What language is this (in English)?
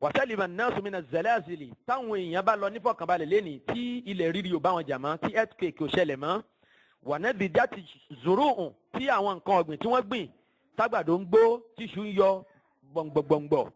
Yoruba